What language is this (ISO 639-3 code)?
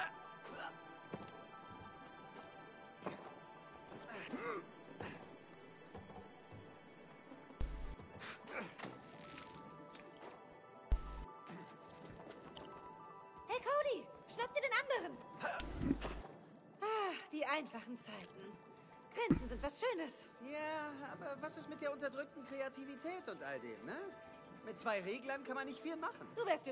deu